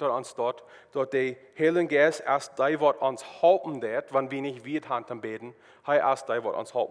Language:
Plautdietsch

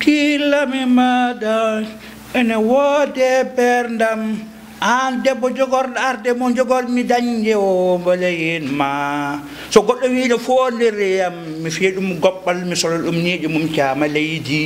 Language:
Fula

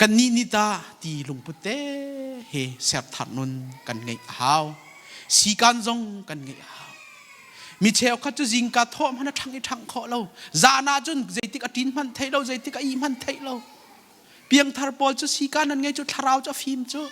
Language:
Hakha Chin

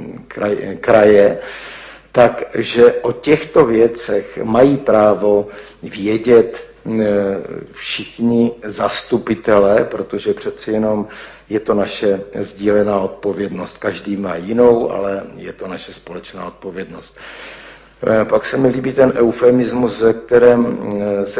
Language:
Czech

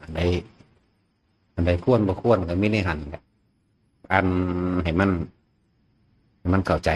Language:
Northeastern Thai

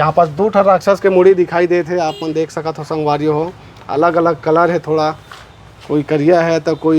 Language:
Chhattisgarhi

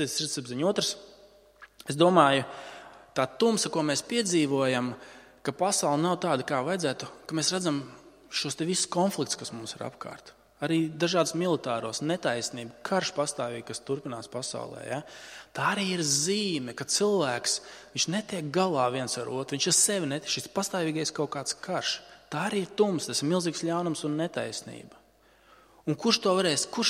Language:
Latvian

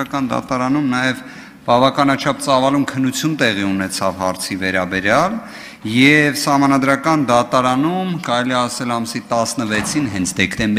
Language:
Armenian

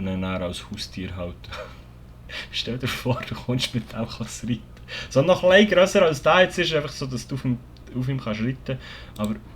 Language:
Swiss German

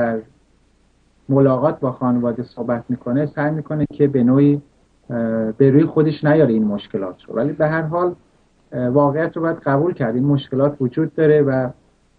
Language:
Persian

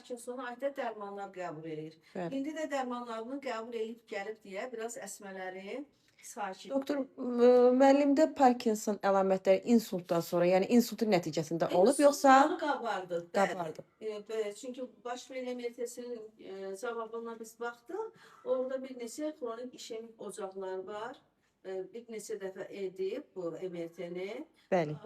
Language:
Azerbaijani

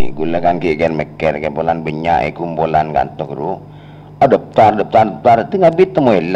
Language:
Madurese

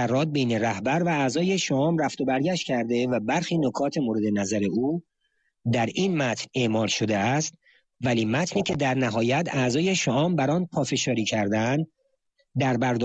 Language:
Persian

